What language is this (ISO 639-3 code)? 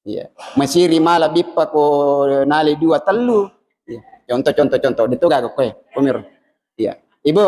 bug